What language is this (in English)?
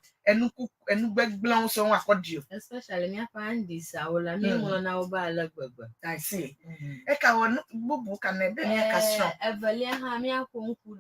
Ewe